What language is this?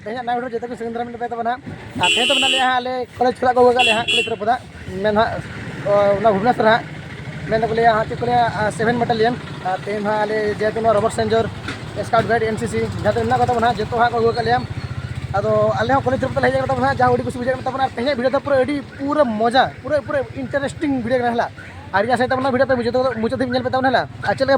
Santali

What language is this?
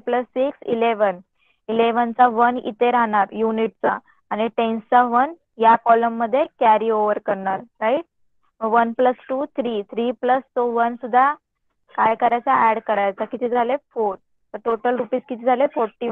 Marathi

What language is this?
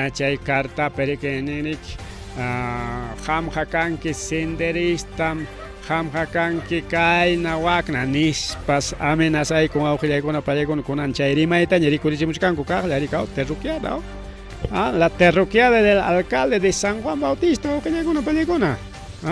Ayacucho Quechua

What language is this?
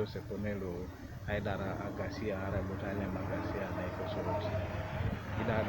Teso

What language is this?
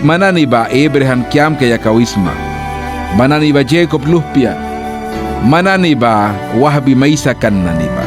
Mískito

